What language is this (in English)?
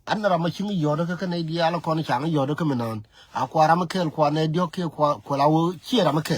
Nuer